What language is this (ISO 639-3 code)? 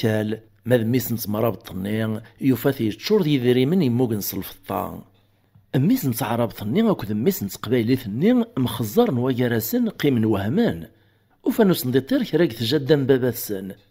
kab